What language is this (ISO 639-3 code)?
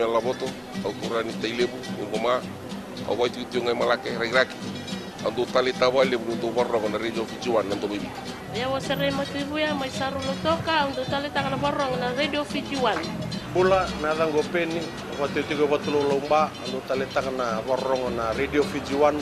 fij